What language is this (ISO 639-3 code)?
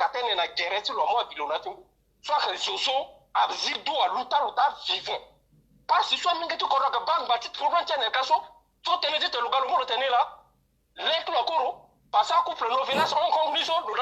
sag